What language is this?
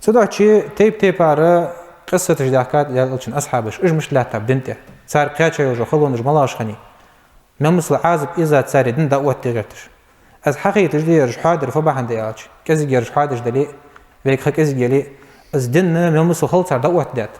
Ingush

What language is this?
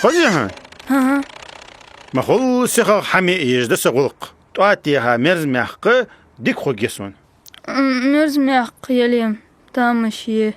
Ingush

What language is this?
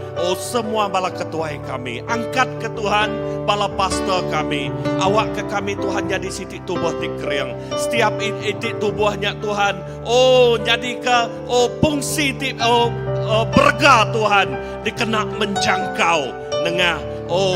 Iban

